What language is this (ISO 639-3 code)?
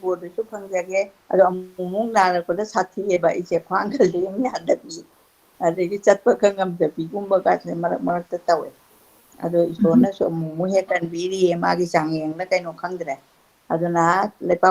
mni